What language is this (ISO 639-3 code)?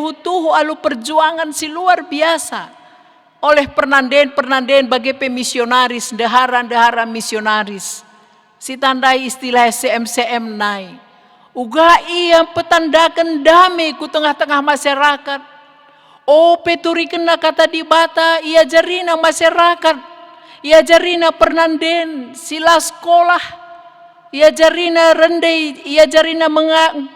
btx